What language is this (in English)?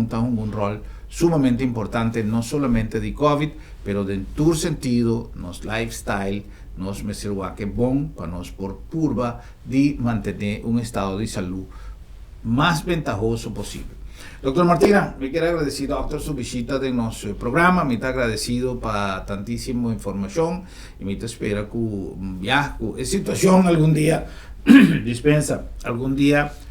Papiamento